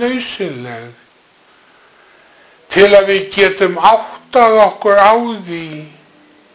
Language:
Icelandic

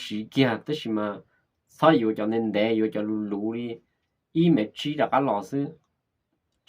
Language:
Hmong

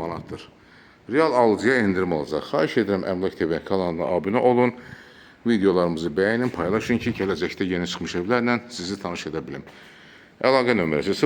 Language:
Azerbaijani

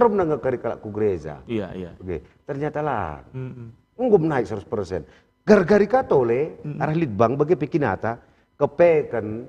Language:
Batak Karo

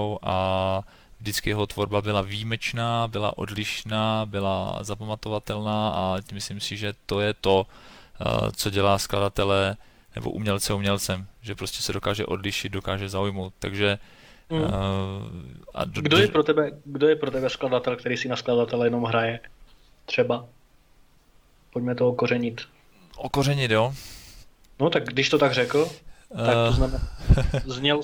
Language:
Czech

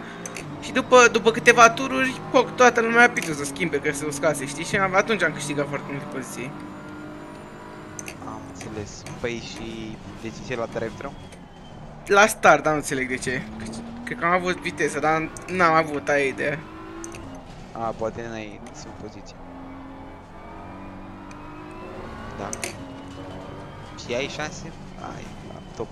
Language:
Romanian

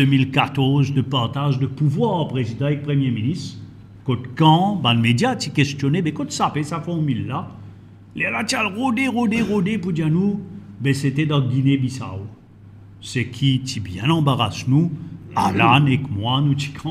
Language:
Morisyen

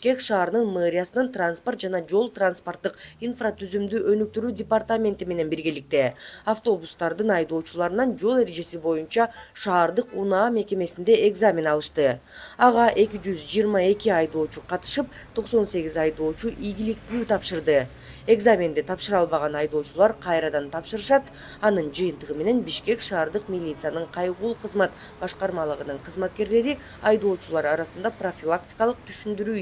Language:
Kyrgyz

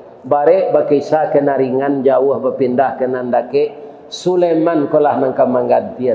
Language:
Minangkabau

